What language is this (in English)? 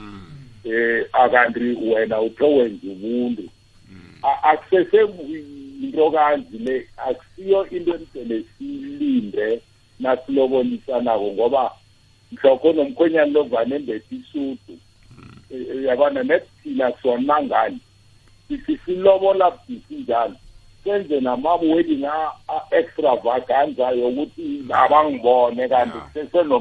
South Ndebele